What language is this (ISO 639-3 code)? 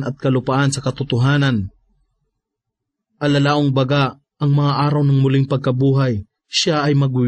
fil